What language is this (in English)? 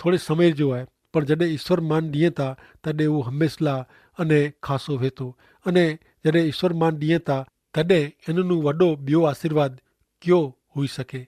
Kachhi